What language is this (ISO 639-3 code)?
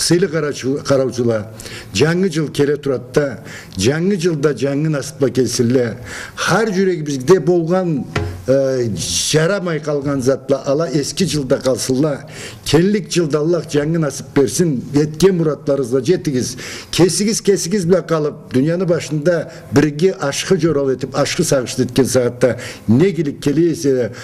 krc